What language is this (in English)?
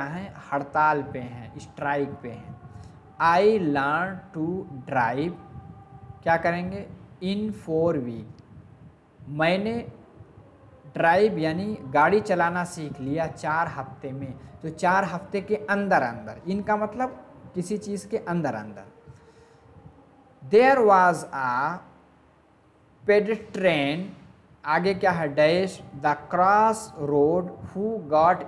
Hindi